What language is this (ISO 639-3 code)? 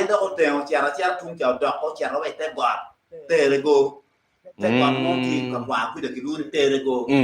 ach